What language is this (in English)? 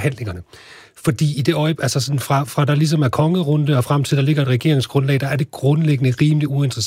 Danish